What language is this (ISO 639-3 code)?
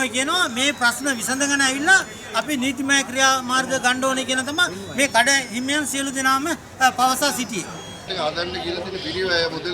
sin